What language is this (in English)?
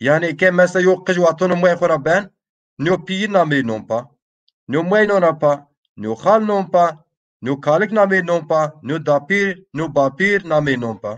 Zaza